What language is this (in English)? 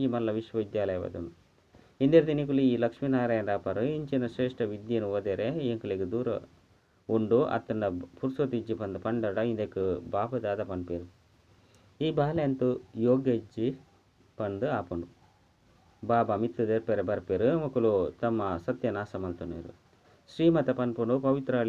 Tulu